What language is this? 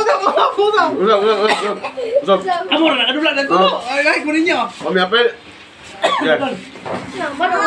Cebuano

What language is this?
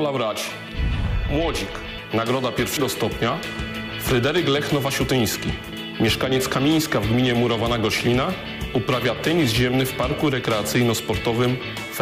Polish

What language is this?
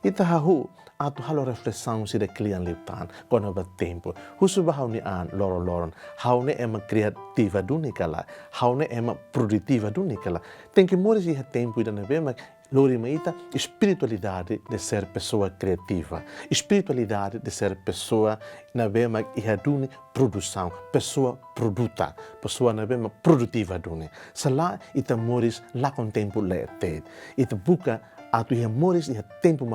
Tetum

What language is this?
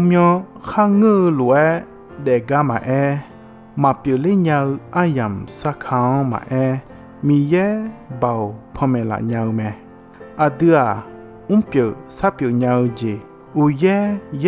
Akha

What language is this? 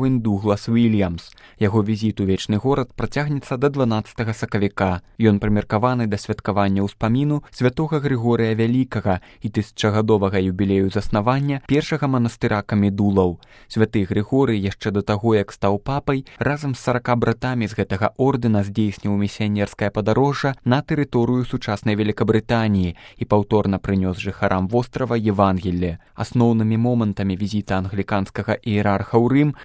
Belarusian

